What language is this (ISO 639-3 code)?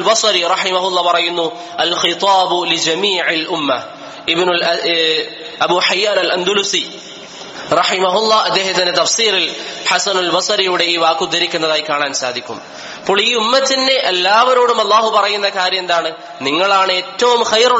mal